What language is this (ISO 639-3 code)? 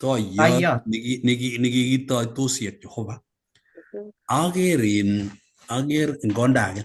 kln